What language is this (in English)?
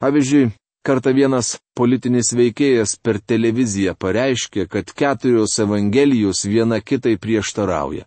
Lithuanian